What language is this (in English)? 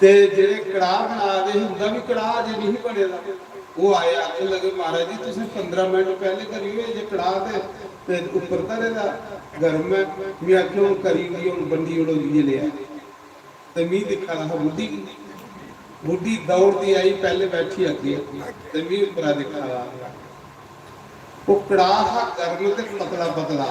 Dogri